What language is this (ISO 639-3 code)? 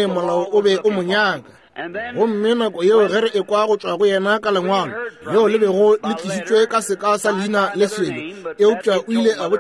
nso